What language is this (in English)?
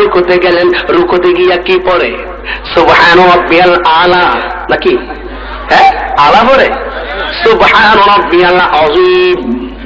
Bangla